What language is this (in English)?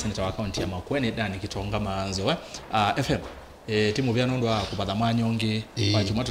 Kamba